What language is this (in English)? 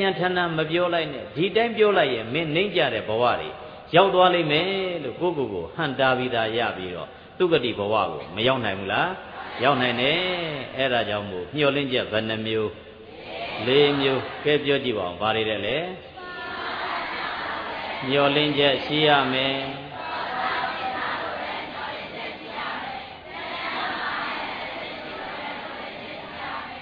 Burmese